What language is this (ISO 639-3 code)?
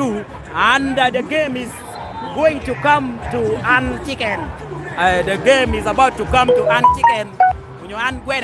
laj